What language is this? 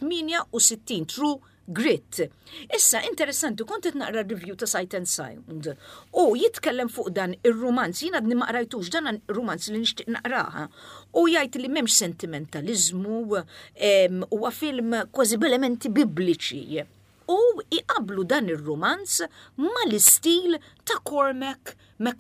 Maltese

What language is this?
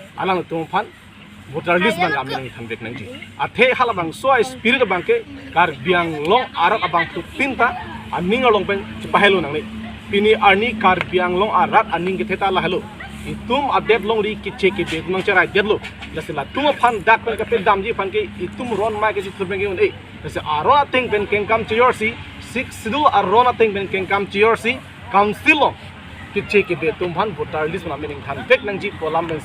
Karbi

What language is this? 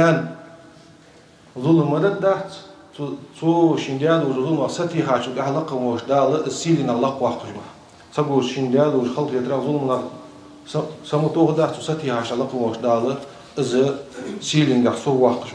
Ingush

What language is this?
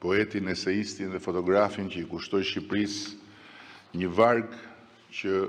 Albanian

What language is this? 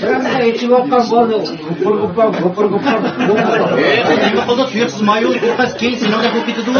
Uyghur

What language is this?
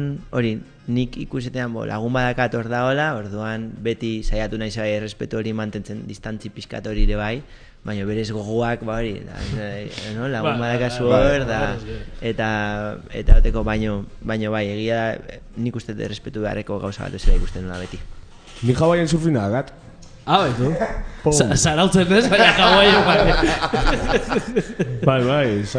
Basque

